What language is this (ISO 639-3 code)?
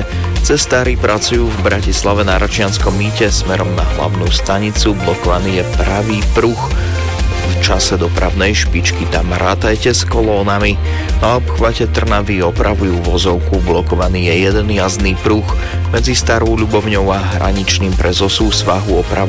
slk